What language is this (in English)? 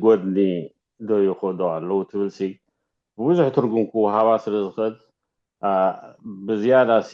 Tigrinya